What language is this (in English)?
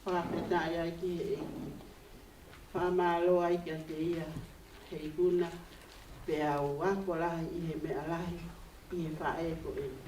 Tongan